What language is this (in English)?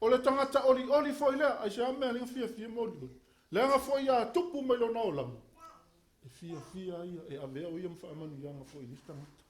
Samoan